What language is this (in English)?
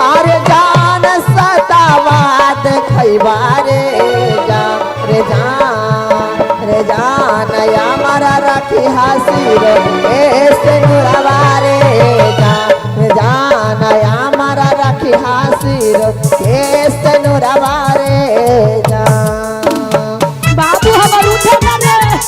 Magahi